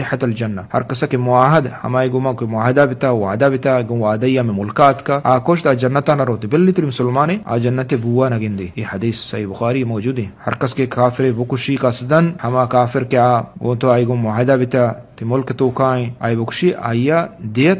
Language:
Eastern Balochi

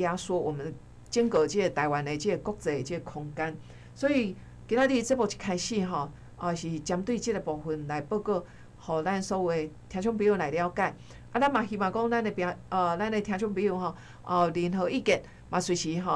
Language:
Min Nan Chinese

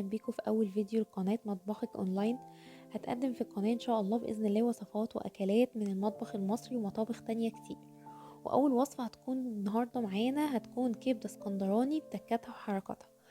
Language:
Egyptian Arabic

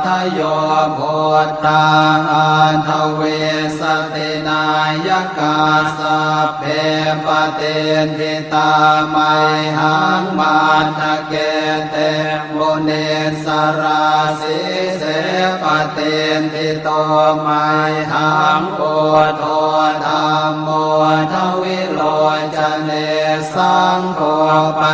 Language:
Pali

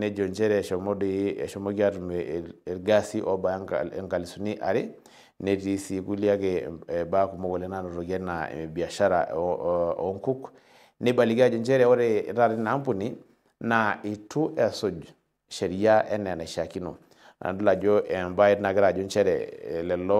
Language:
Masai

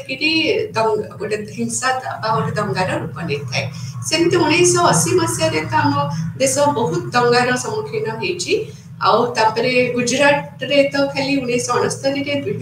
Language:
Odia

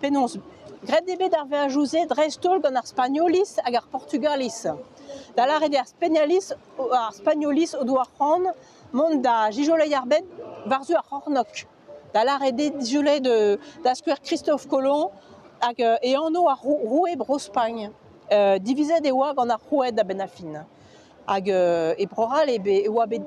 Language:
Breton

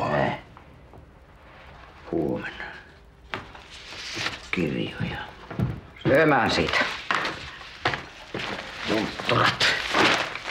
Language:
Finnish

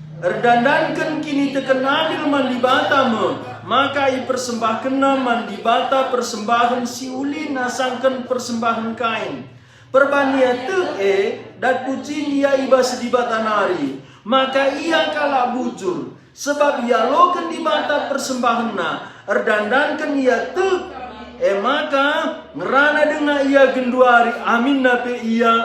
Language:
Batak Karo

